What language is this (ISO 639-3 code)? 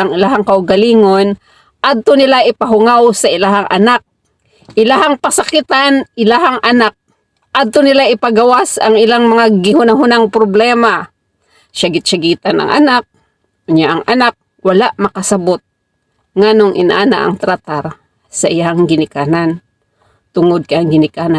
ceb